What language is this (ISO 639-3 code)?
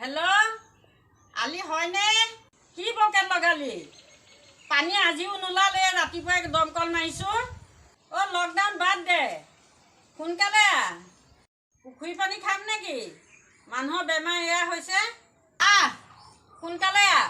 asm